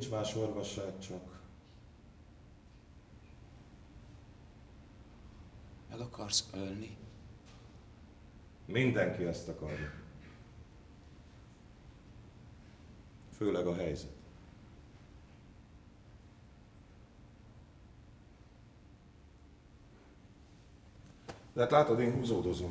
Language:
Hungarian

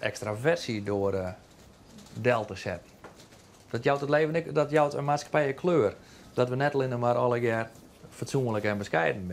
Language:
Western Frisian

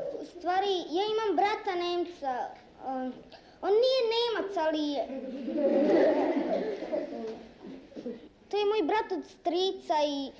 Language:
Serbian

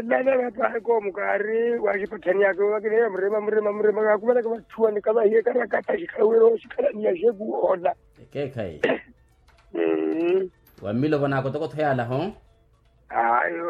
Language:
Makhuwa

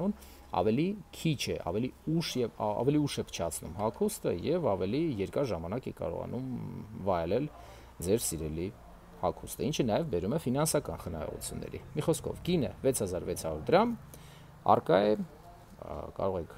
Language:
Armenian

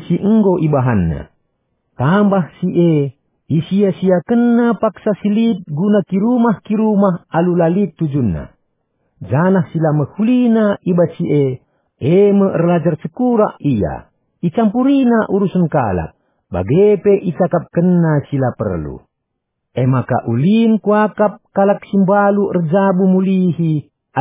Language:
Batak Karo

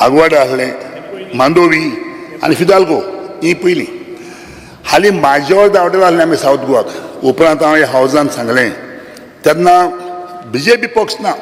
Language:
Konkani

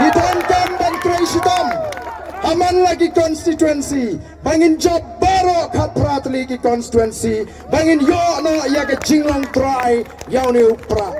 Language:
Khasi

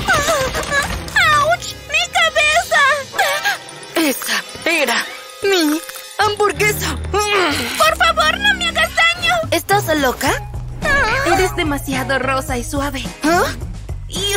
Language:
Spanish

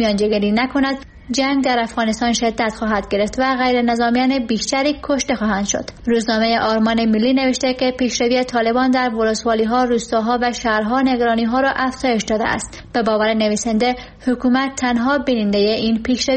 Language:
Persian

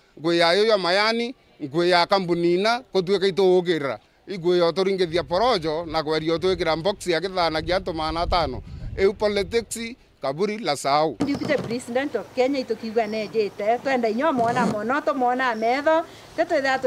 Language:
Meru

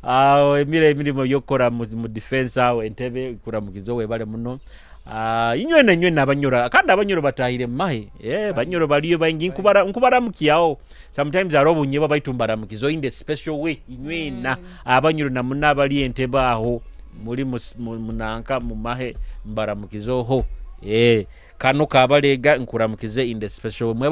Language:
Nyoro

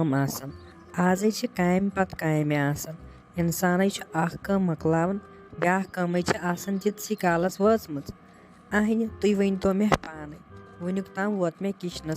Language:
Kashmiri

